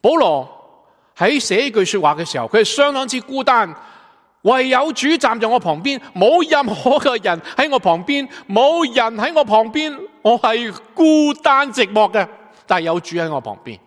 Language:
Cantonese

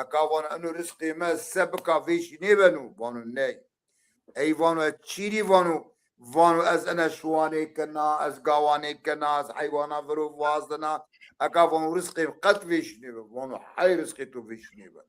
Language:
Zaza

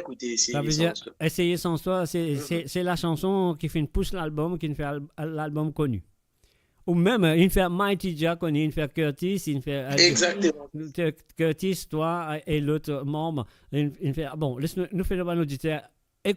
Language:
Morisyen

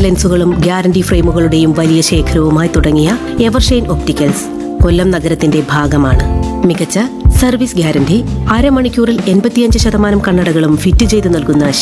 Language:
Malayalam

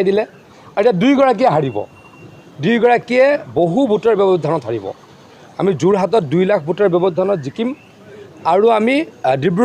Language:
Assamese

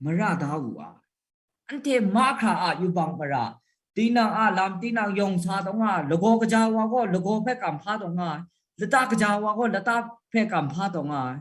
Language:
Kachin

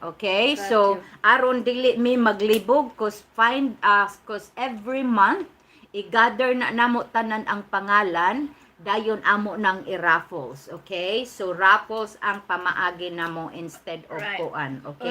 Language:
Cebuano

